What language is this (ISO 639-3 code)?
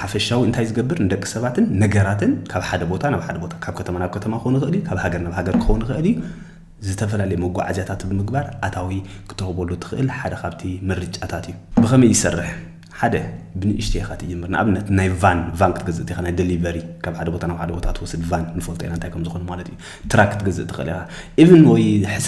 tir